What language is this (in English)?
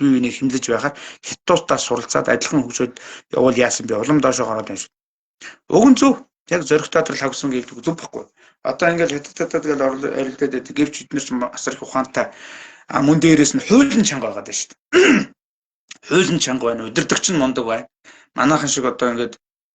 Mongolian